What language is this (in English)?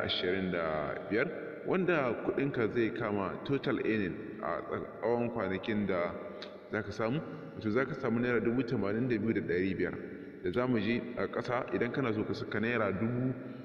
Hausa